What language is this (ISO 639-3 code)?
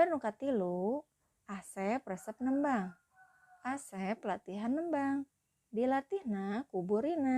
sun